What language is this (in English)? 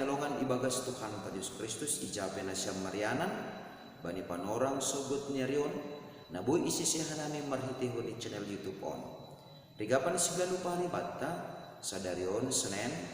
Batak Simalungun